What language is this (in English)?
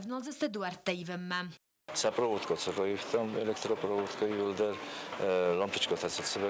Ossetic